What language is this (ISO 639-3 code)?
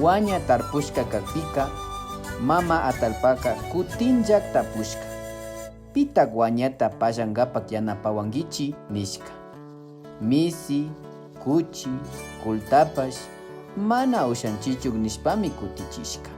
qvi